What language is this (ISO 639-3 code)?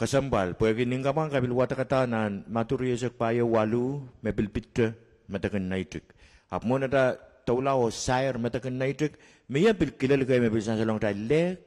pon